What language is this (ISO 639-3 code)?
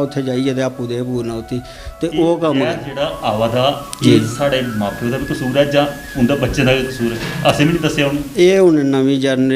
doi